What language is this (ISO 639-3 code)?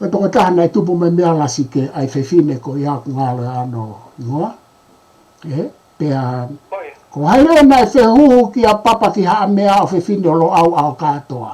ton